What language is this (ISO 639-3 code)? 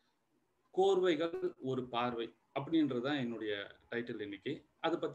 tam